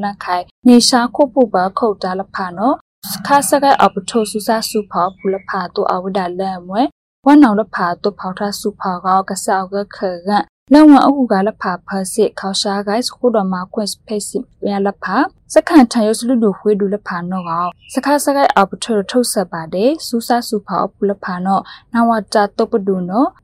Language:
Burmese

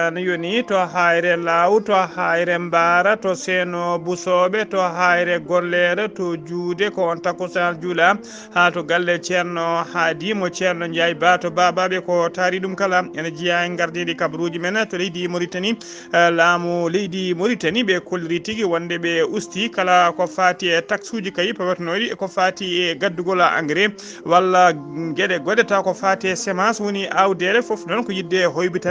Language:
Fula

